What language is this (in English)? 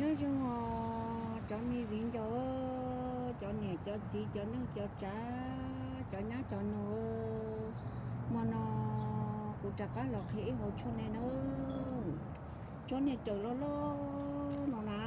Hmong